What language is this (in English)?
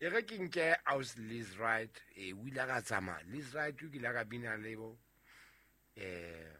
Southern Sotho